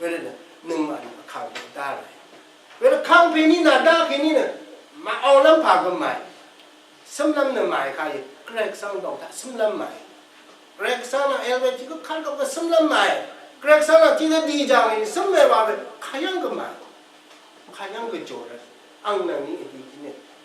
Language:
Rawang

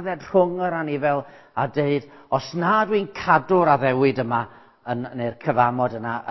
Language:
Welsh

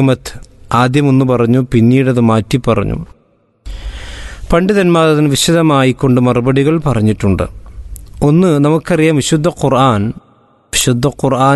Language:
Malayalam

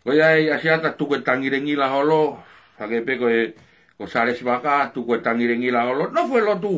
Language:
Tongan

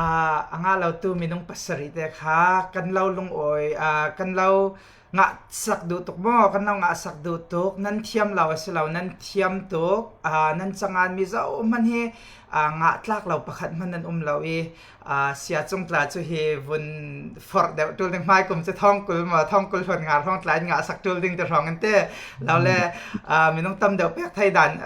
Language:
Falam Chin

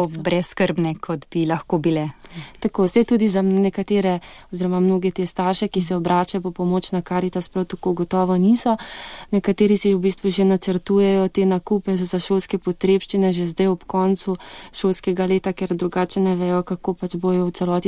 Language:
Slovenian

